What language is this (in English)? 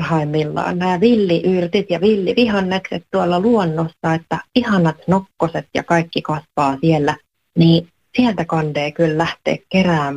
Finnish